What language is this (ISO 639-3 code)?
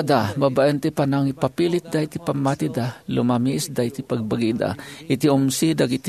ilo